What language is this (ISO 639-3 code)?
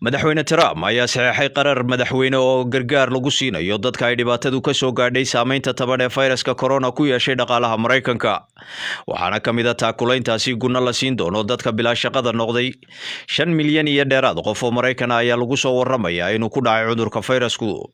som